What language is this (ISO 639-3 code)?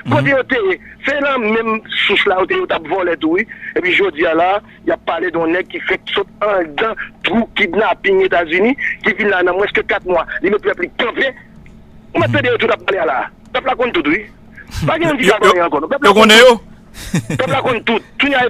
hat